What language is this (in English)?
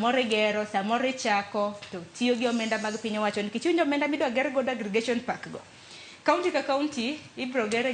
Luo (Kenya and Tanzania)